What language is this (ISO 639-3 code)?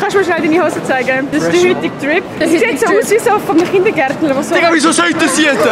gsw